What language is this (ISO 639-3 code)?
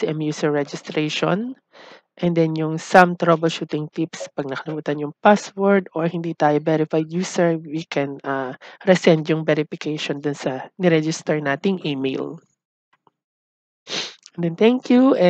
fil